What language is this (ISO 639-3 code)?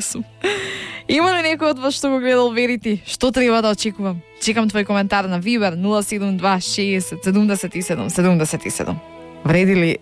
mkd